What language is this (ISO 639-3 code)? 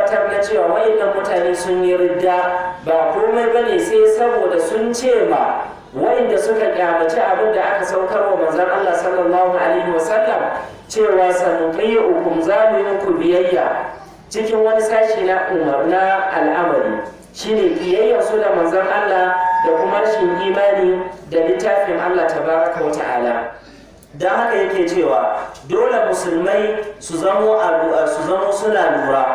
hau